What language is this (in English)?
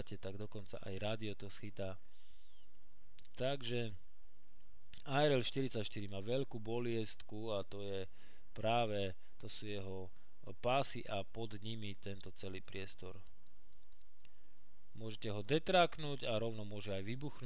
Slovak